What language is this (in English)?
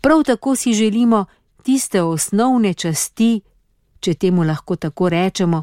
Slovenian